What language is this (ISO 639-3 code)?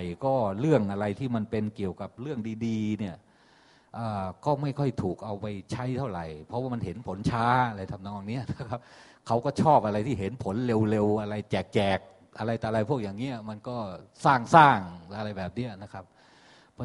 tha